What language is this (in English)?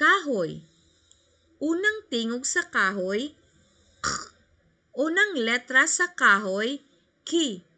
Cebuano